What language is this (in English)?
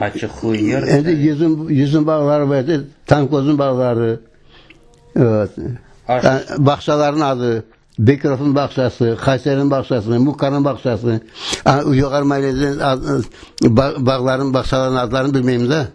Crimean Tatar